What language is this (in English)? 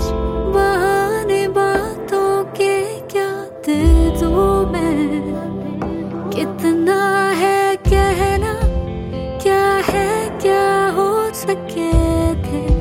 Hindi